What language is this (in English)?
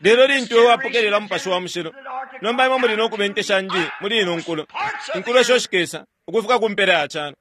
Bemba